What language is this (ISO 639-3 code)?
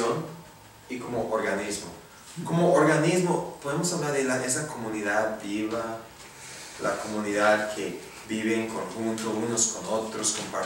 spa